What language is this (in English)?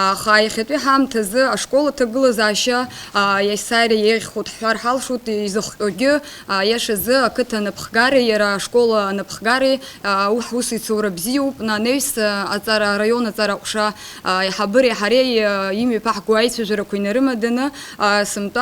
Abkhazian